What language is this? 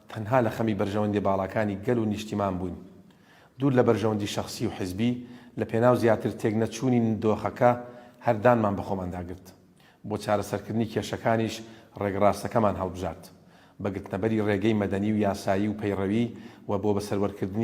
Central Kurdish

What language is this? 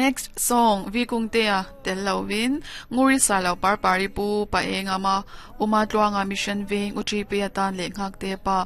Mizo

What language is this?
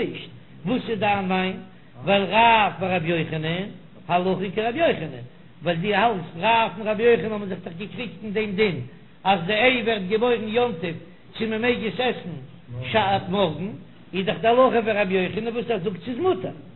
Yiddish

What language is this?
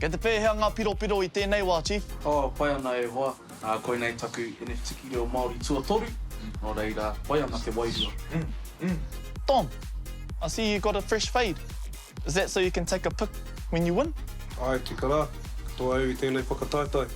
Māori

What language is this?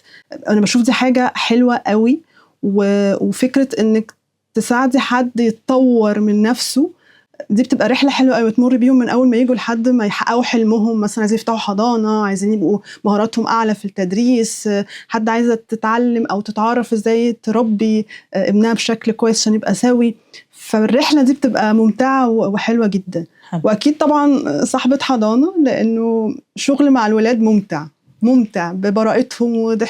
Egyptian Arabic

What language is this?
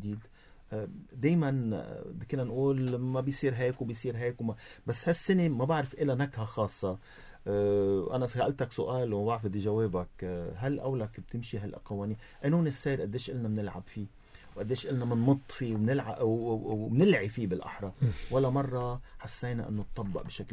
North Levantine Arabic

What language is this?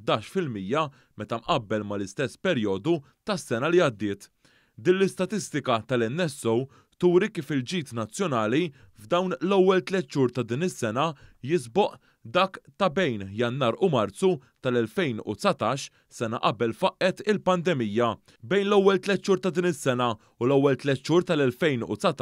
Maltese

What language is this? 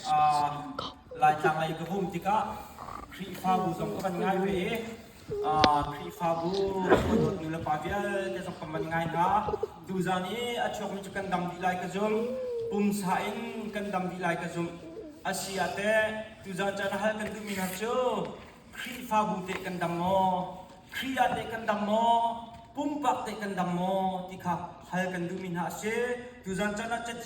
Hakha Chin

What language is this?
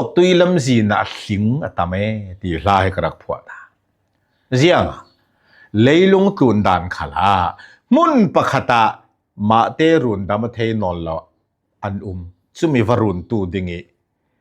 Falam Chin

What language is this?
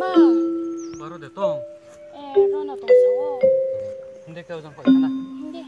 Riang (India)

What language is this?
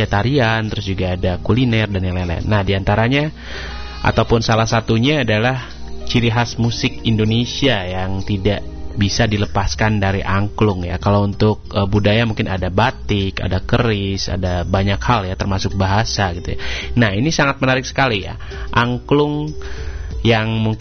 Indonesian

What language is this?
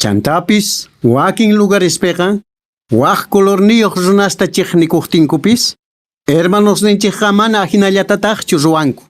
Quechua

